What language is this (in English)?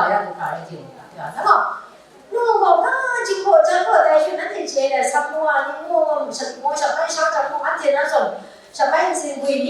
Kachin